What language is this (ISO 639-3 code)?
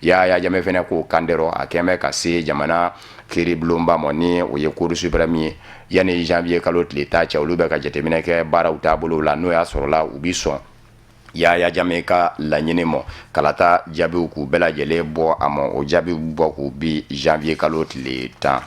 bam